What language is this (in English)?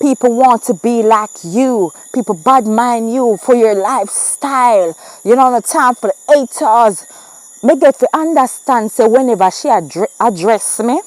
Jamaican Creole English